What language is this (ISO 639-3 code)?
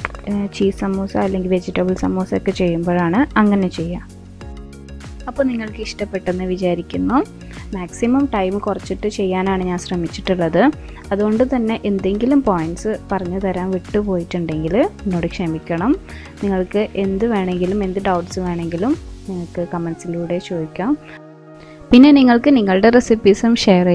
mal